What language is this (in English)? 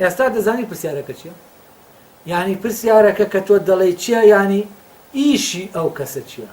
Central Kurdish